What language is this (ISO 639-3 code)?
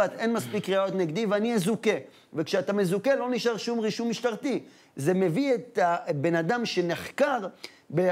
heb